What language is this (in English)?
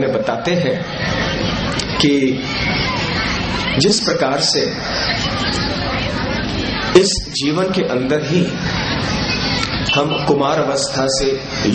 Hindi